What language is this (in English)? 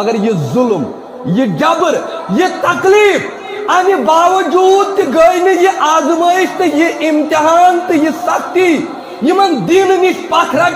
Kashmiri